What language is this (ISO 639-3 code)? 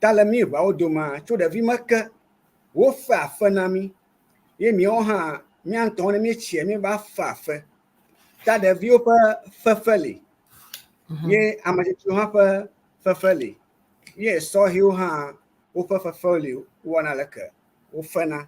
ewe